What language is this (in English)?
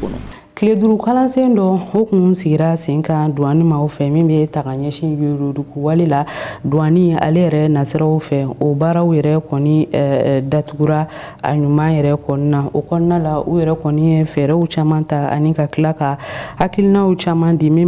Bambara